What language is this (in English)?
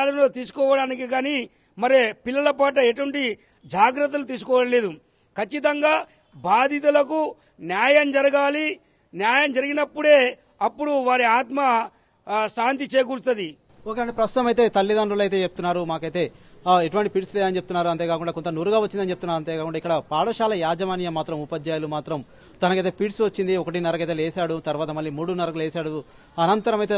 Telugu